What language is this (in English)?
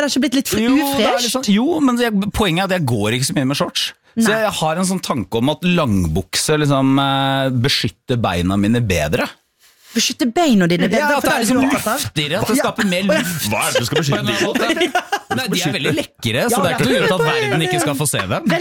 Norwegian